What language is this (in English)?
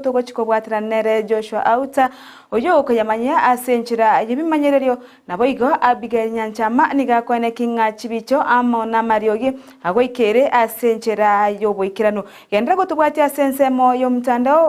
Gusii